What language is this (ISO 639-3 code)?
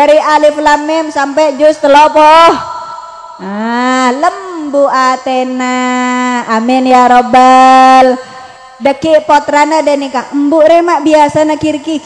mad